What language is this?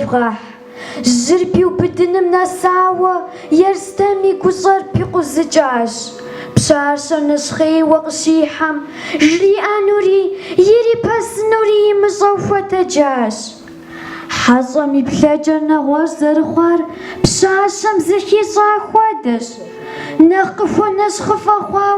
Kabardian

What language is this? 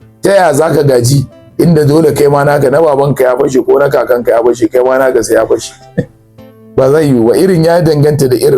Hausa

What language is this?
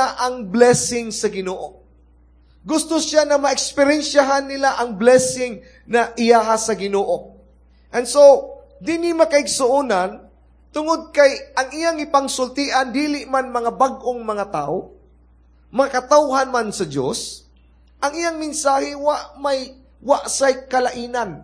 Cebuano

